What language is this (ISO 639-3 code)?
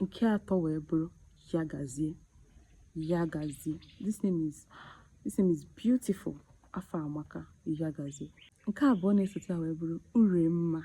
ibo